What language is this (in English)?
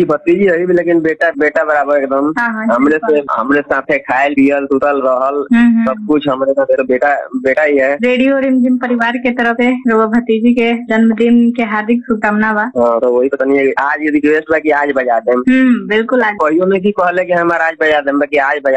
Bhojpuri